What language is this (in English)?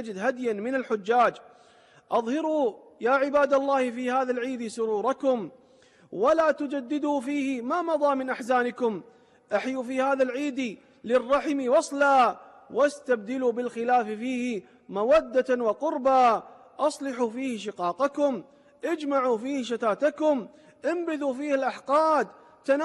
Arabic